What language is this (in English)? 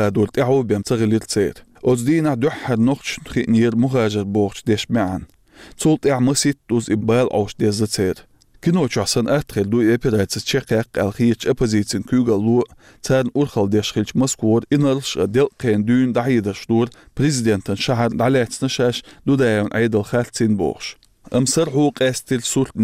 Chechen